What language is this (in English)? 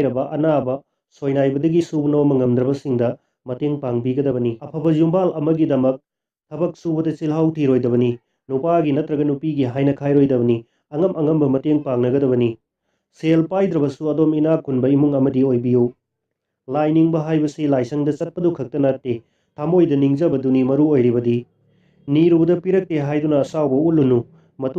Manipuri